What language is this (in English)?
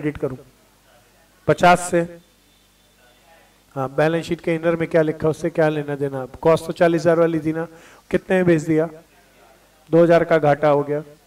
Hindi